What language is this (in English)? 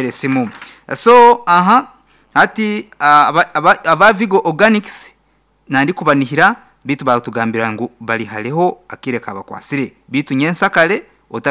Nyankole